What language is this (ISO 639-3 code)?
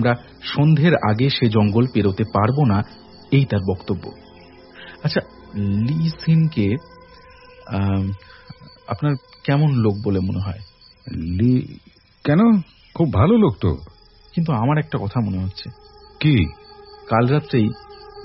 ben